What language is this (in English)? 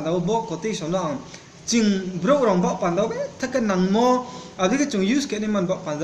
Riang (India)